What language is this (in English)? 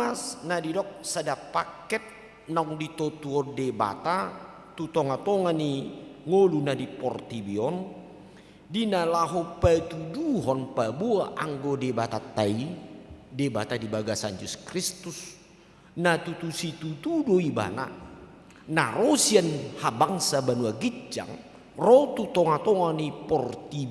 Batak Toba